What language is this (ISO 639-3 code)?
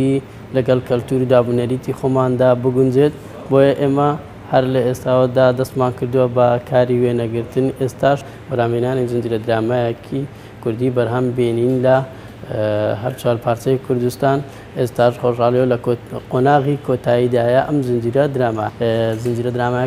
ckb